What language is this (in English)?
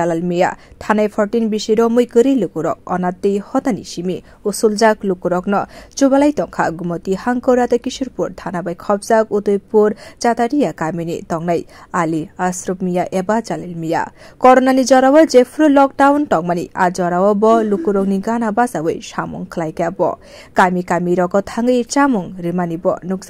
Kok Borok